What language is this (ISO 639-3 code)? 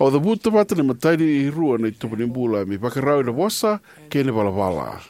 fij